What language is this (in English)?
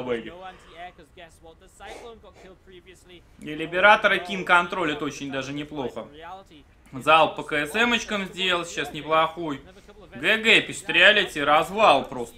Russian